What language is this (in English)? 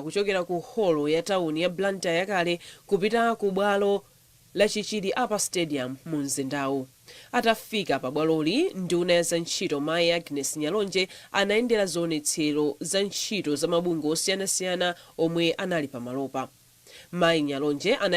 Nyanja